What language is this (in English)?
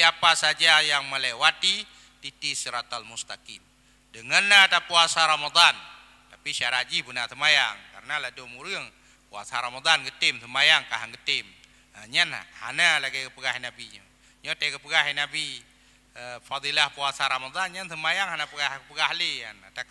Achinese